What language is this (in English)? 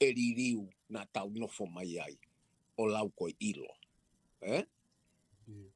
Tongan